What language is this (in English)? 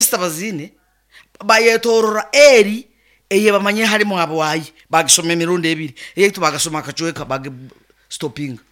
Nyankole